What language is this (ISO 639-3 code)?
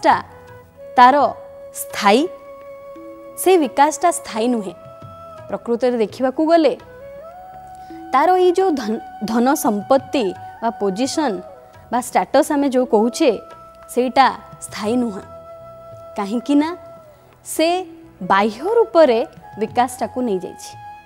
ori